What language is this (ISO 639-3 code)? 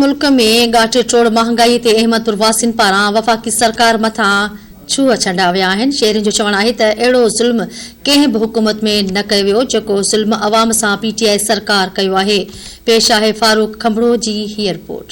snd